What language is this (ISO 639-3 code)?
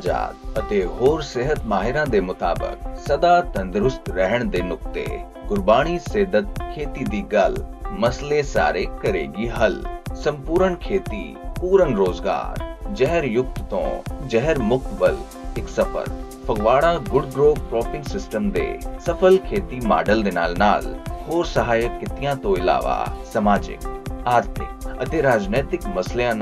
pan